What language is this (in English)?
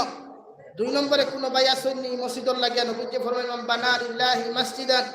Sylheti